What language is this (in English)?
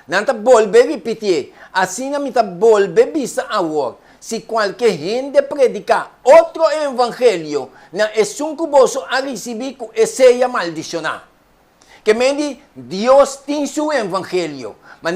Papiamento